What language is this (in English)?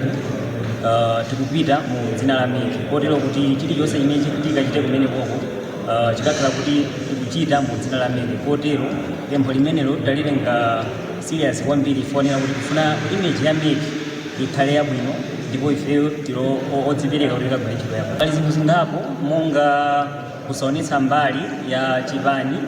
Nyanja